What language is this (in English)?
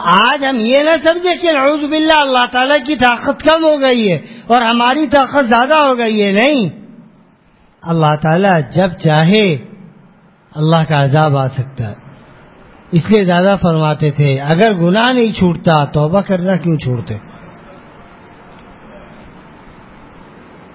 Urdu